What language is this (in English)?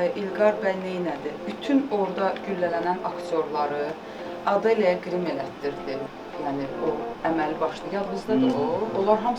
Azerbaijani